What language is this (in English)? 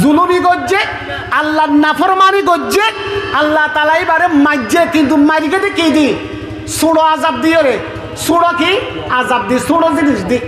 Rohingya